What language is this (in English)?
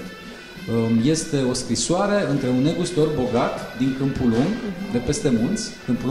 Romanian